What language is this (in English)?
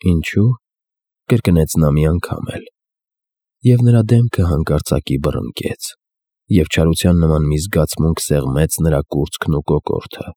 Armenian